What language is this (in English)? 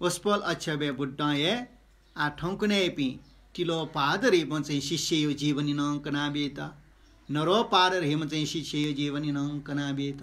Newari